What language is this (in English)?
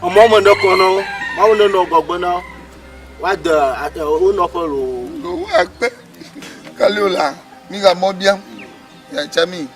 Ewe